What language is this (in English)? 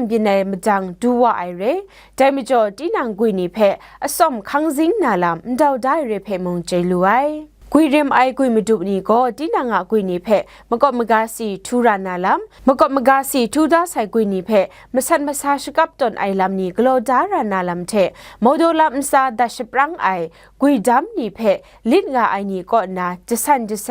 Kachin